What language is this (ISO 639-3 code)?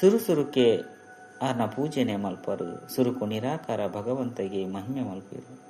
tcy